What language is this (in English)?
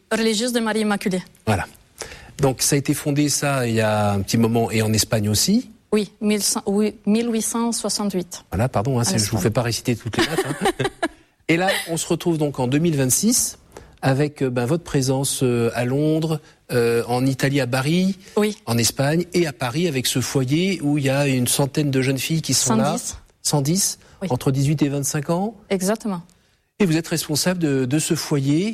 French